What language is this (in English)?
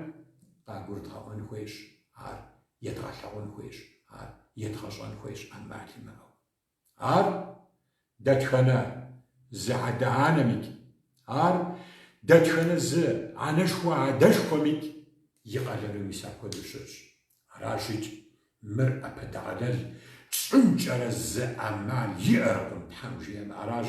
Kabardian